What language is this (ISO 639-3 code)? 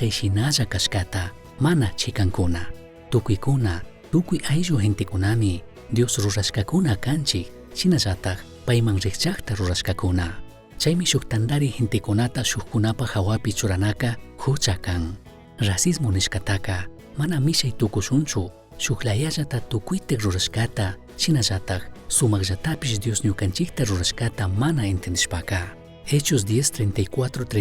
qug